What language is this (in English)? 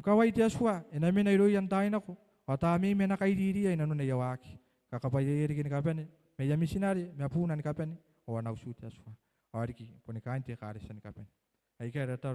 Gilbertese